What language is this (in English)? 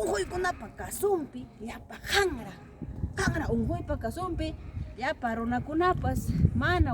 Ayacucho Quechua